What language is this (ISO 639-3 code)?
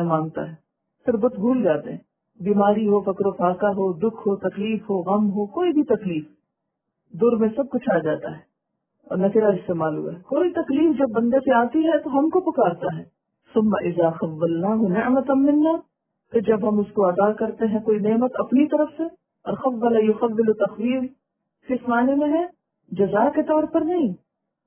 urd